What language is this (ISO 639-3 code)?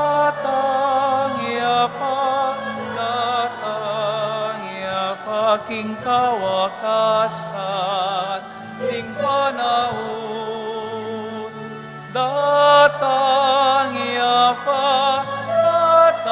pam